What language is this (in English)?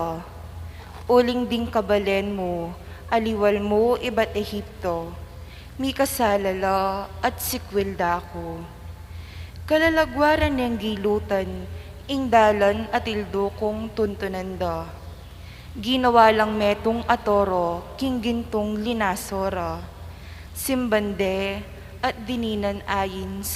Pampanga